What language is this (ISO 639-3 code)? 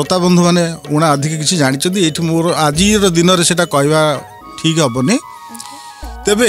ori